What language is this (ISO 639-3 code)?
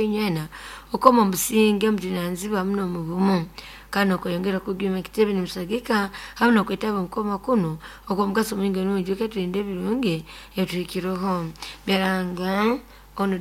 nyo